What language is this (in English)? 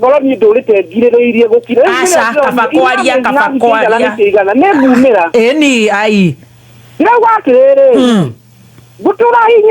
Kikuyu